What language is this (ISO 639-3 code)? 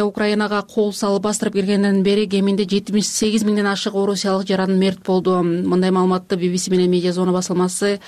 kir